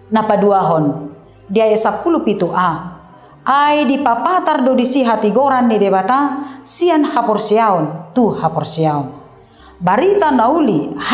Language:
Batak Toba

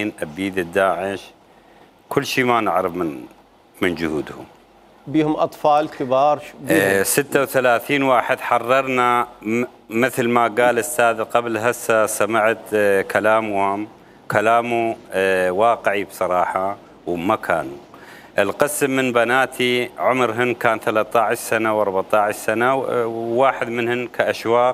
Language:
Mesopotamian Arabic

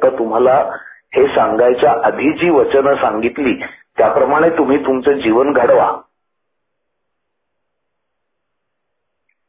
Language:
Marathi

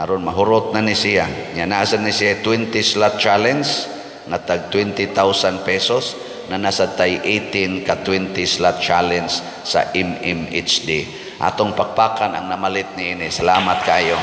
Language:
Cebuano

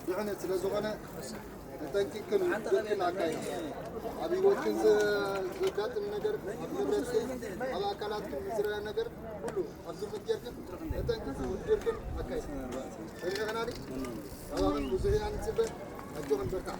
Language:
Tigrinya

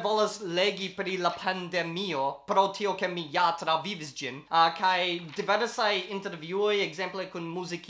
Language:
Esperanto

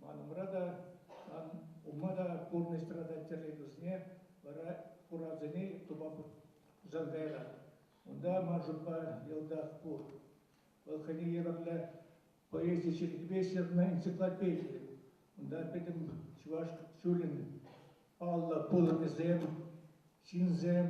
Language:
Chuvash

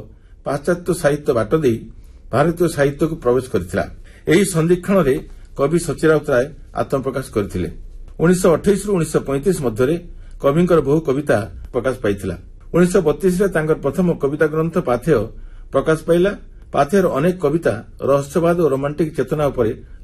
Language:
Odia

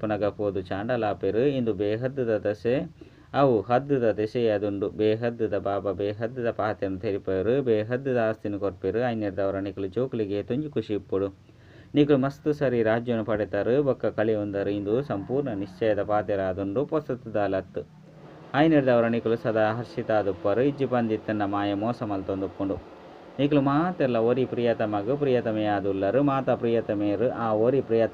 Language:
Tulu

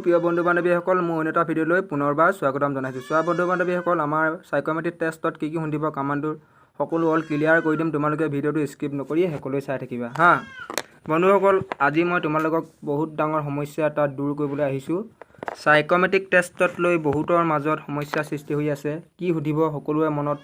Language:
Assamese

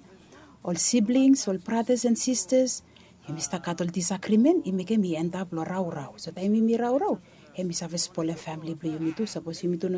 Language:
Bislama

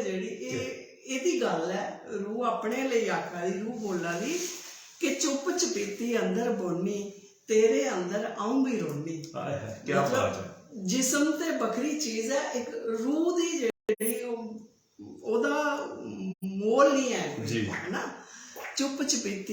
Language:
Dogri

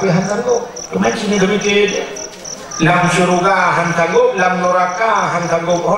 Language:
Achinese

